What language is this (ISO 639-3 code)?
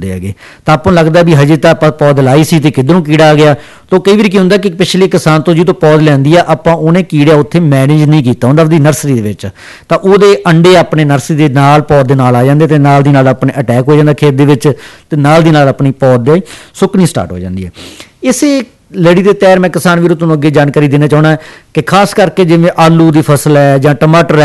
pan